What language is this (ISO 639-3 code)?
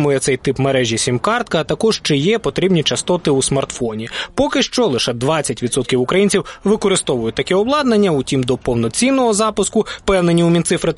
ukr